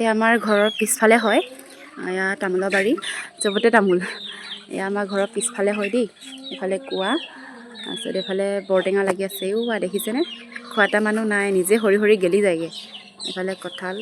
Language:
Assamese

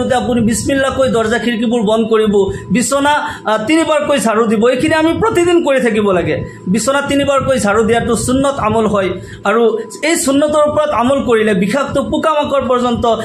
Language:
Assamese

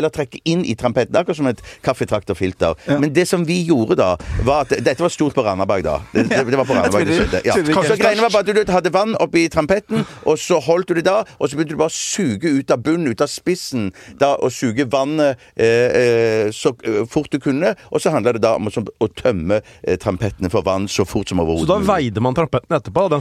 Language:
Norwegian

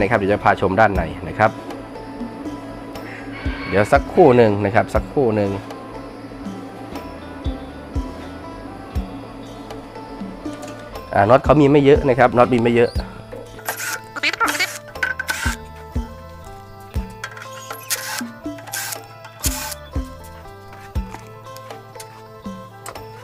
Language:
Thai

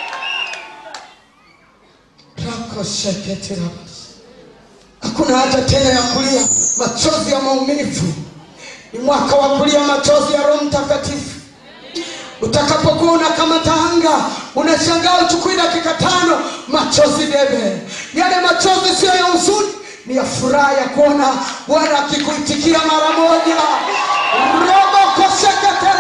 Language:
Swahili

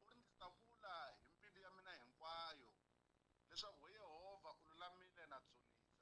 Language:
Tsonga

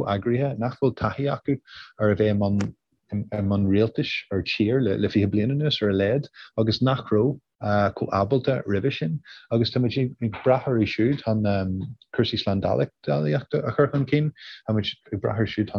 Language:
Irish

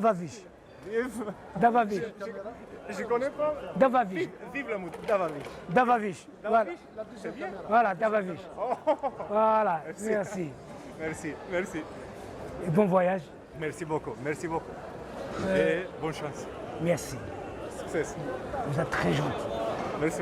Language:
Algerian Arabic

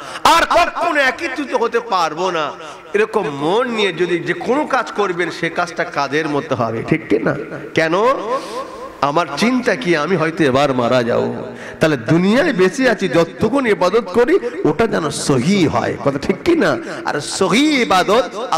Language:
Bangla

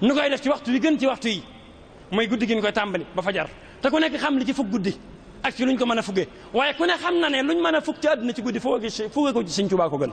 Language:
Wolof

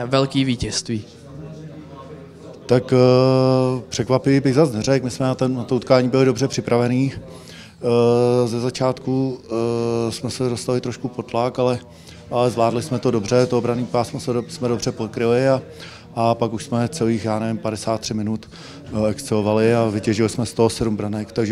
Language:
Czech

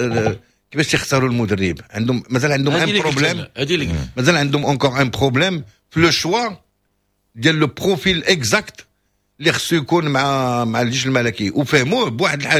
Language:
Moroccan Arabic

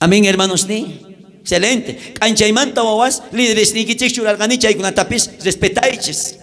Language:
South Bolivian Quechua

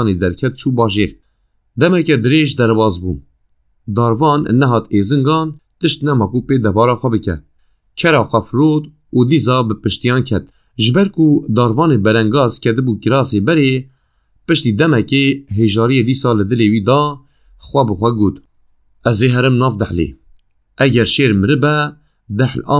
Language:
Kurdish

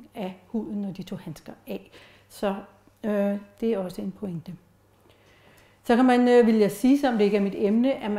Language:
Danish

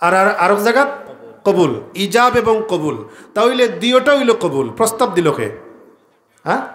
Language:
Sylheti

